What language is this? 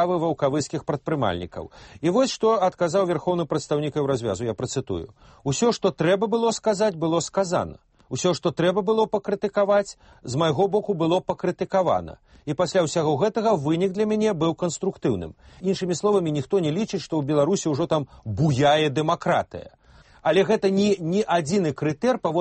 Belarusian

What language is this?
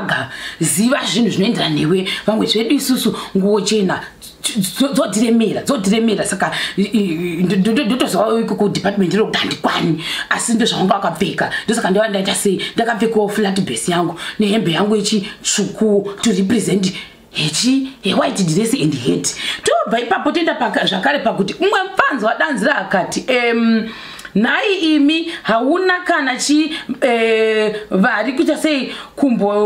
Shona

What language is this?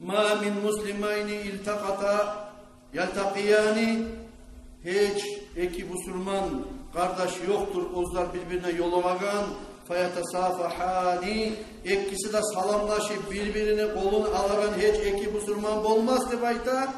Kumyk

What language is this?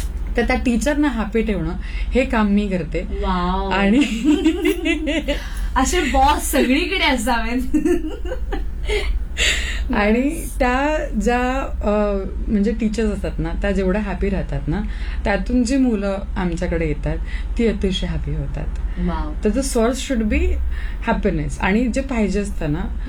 Marathi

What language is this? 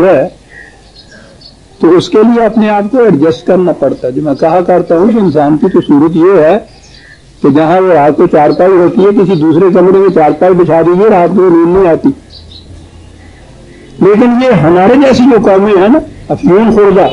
Urdu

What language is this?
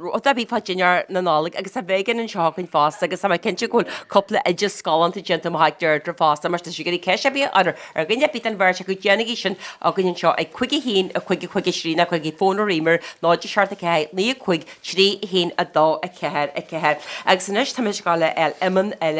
Irish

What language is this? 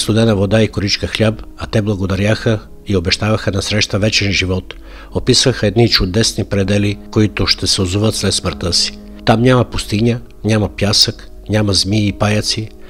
Bulgarian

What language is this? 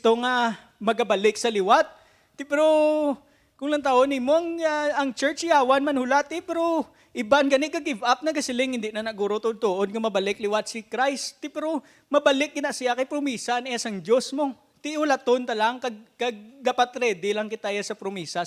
Hiligaynon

